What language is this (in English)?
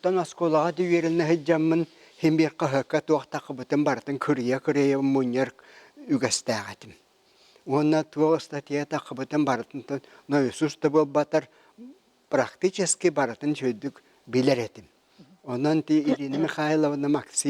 Yakut